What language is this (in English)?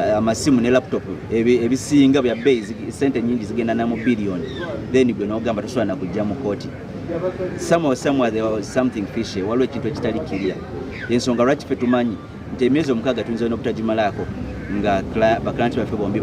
Ganda